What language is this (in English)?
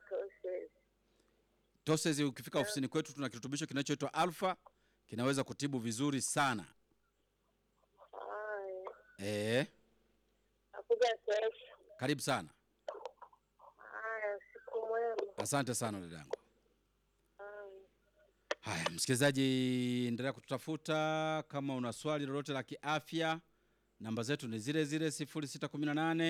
Swahili